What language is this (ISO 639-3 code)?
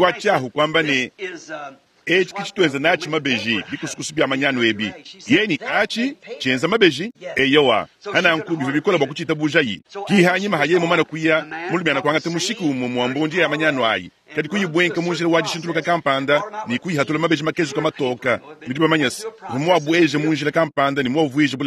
lua